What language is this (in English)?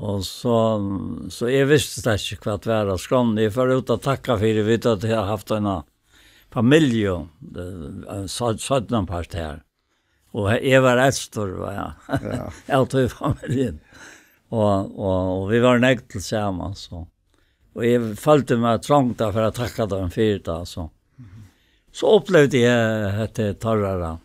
Faroese